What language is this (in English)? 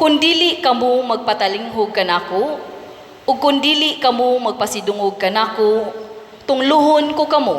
Cebuano